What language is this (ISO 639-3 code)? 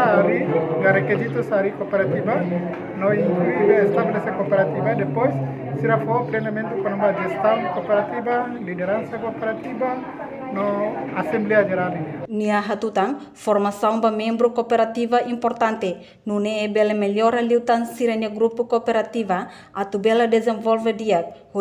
tet